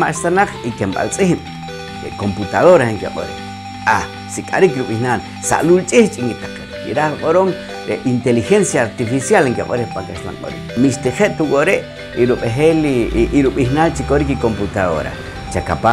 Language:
Poqomchi'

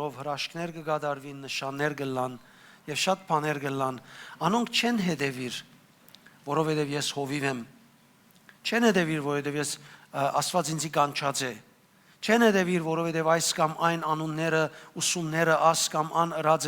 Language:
Western Armenian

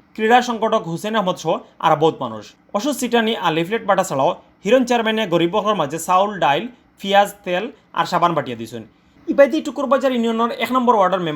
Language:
Sylheti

